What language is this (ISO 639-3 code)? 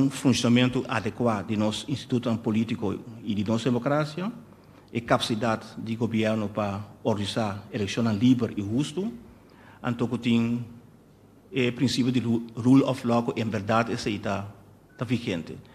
pap